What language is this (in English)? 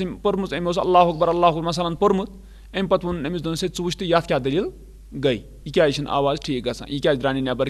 Kashmiri